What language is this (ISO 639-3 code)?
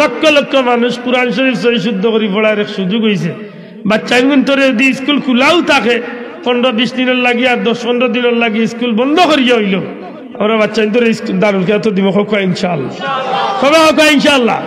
syl